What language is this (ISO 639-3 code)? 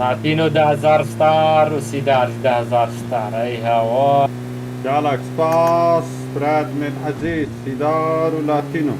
kur